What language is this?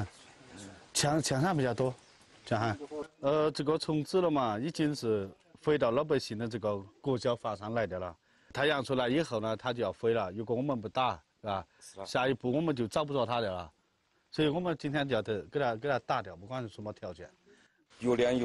Chinese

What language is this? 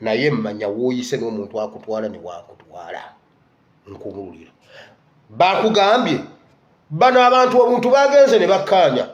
Ganda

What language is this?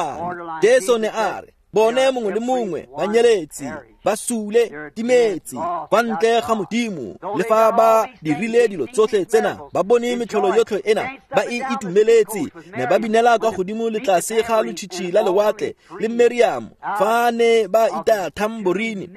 Tswana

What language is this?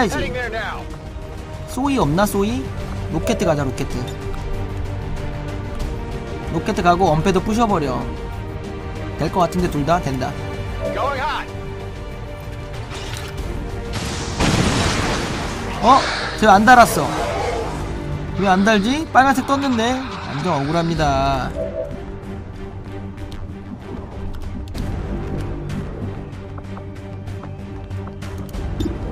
Korean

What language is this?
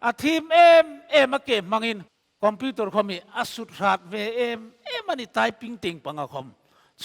Hmar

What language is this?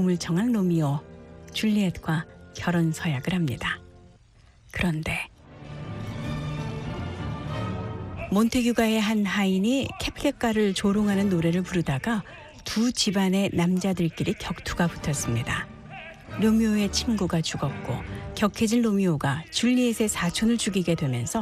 Korean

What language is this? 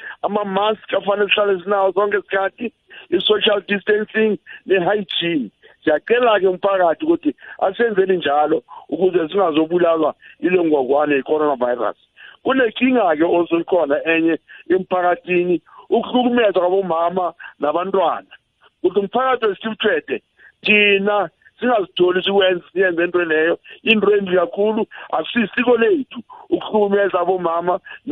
South Ndebele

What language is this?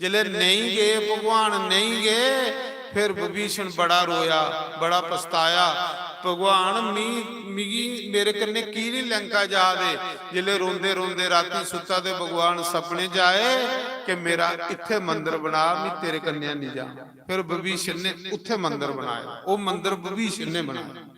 Dogri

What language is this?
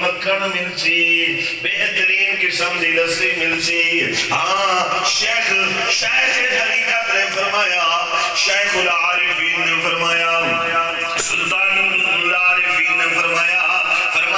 Saraiki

